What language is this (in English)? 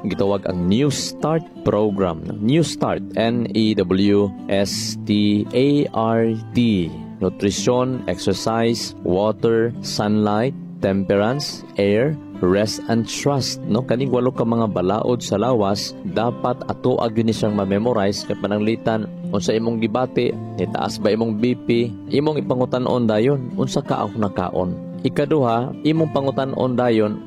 Cebuano